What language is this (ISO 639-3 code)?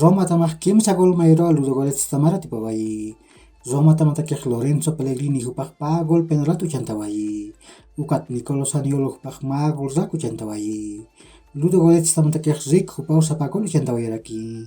aym